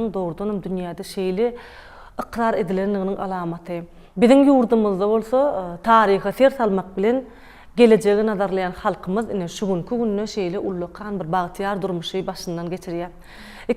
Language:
Turkmen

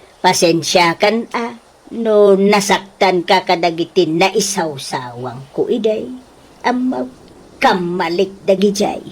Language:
Iloko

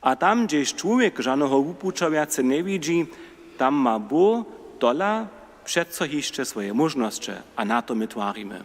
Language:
Upper Sorbian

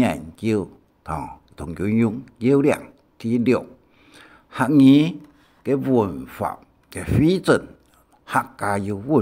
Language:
Hakka Chinese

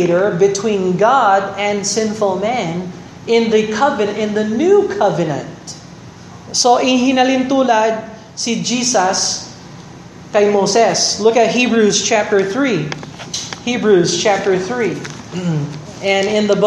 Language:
Filipino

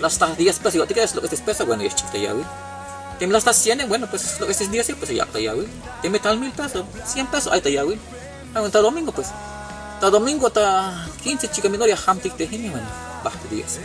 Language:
Tzeltal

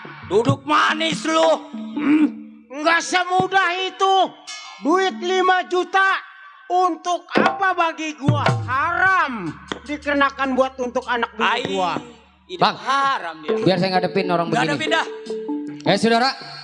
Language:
Betawi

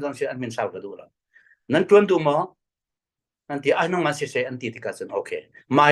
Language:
Falam Chin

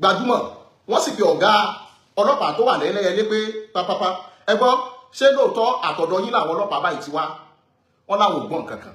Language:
Yoruba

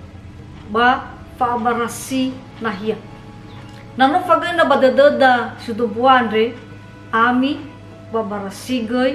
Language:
Nias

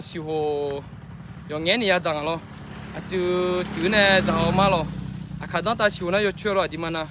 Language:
Akha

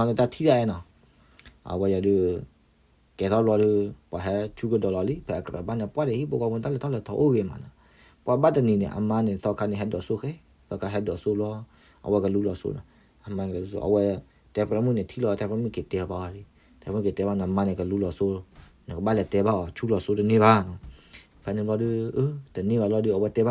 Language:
S'gaw Karen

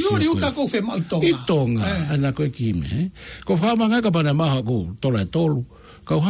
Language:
Tongan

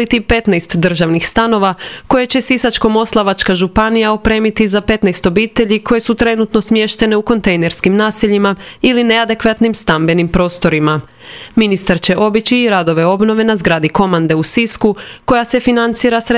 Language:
Croatian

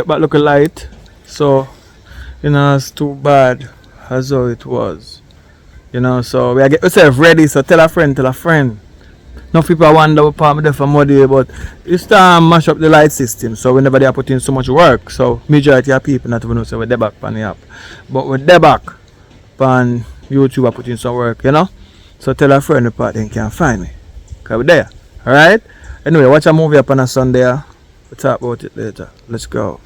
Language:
Jamaican Creole English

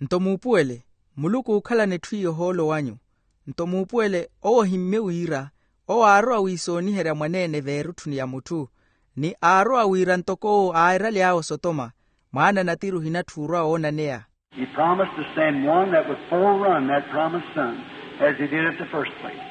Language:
Makhuwa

